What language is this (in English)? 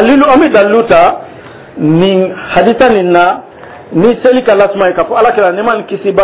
Dyula